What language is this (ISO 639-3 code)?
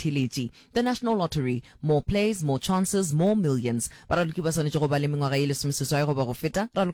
nso